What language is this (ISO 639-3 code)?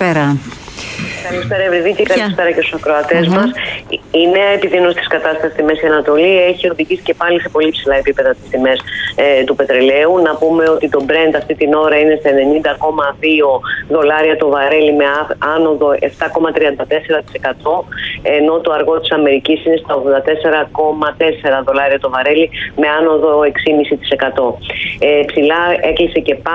ell